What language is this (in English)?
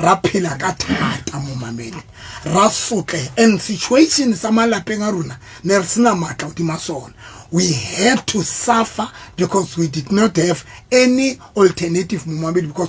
Southern Sotho